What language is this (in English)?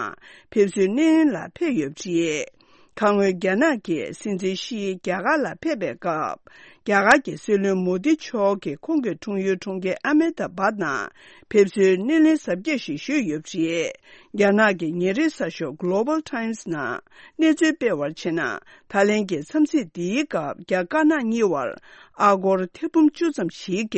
Tibetan